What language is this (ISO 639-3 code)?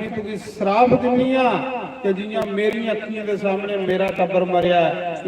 doi